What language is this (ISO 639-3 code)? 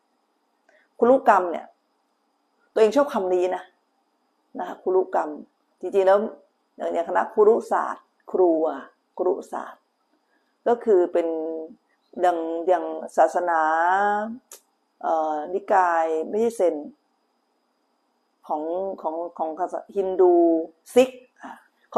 tha